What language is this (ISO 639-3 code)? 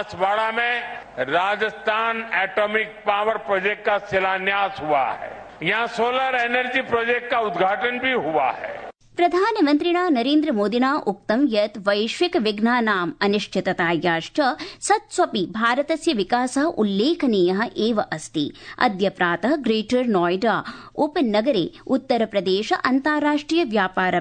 san